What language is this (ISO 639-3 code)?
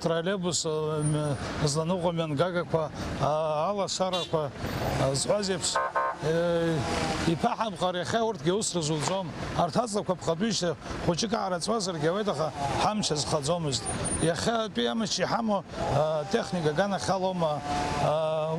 abk